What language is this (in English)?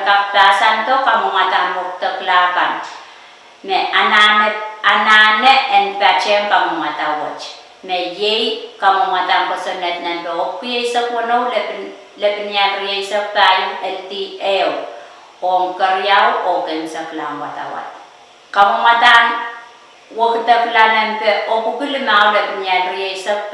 Pohnpeian